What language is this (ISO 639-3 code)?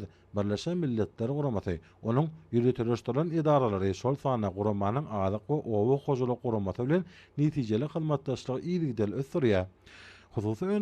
tuk